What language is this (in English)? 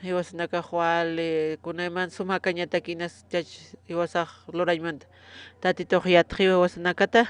Aymara